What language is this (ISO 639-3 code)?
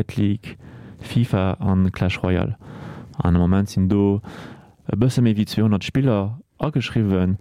ltz